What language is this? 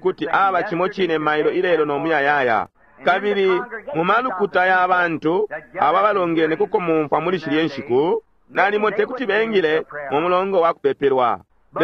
Bemba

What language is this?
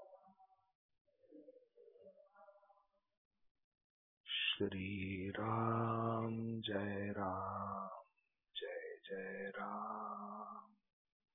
Marathi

